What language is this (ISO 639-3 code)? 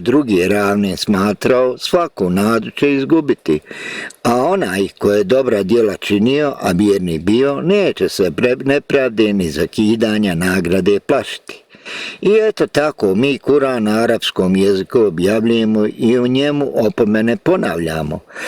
bos